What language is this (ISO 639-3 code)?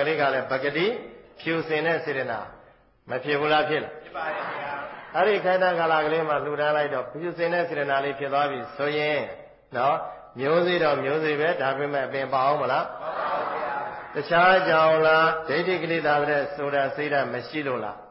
mya